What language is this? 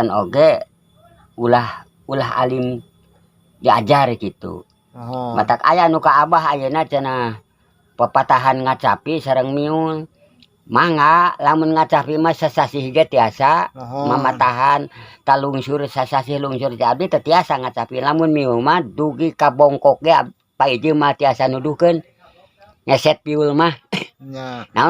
Sundanese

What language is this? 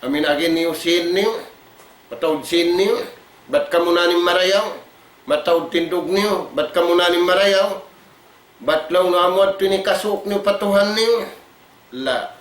Tausug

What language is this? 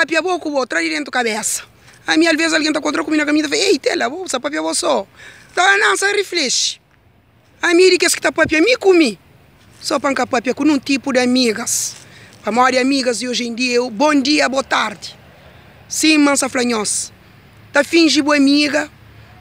Kabuverdianu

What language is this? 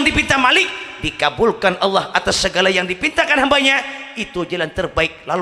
Banjar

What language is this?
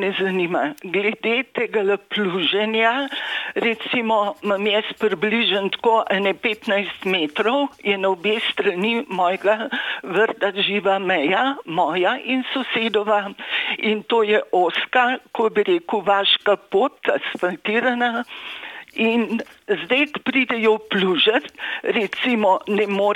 Slovenian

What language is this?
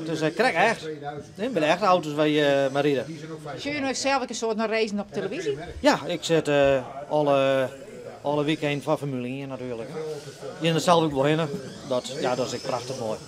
Western Frisian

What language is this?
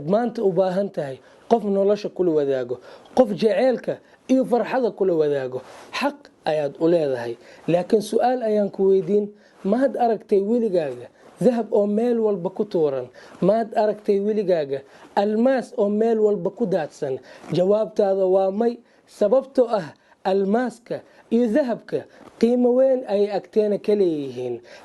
Somali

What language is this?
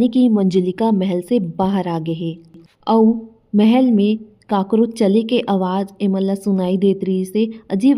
Chhattisgarhi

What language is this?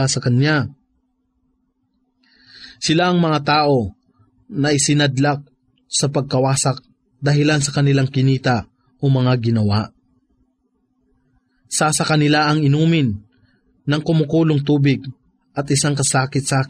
Filipino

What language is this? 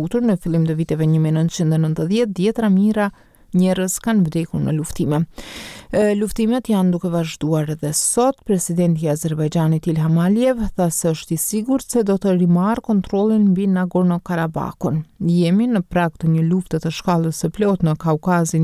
Albanian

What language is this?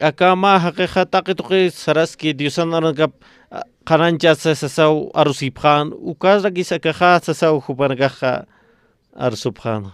Aymara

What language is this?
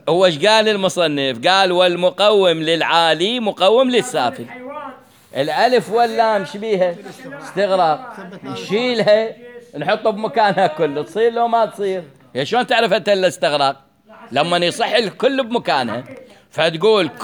Mesopotamian Arabic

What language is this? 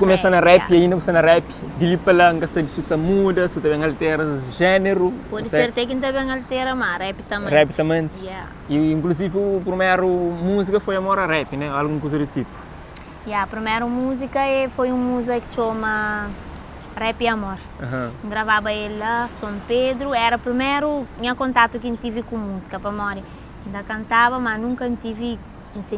Kabuverdianu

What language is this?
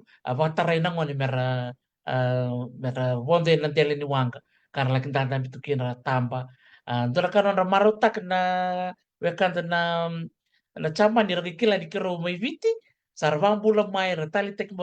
Fijian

